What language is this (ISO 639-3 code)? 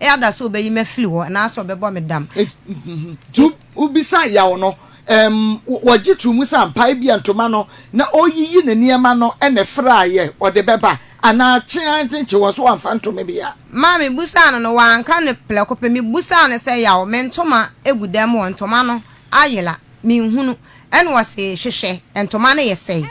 aka